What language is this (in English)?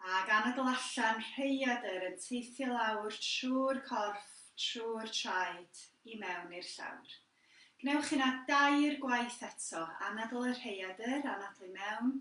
Welsh